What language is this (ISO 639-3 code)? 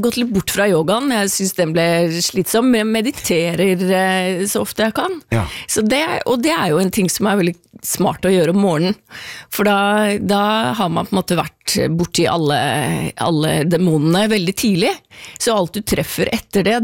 nor